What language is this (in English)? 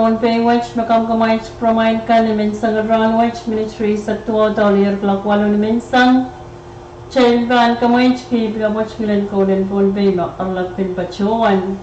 Pohnpeian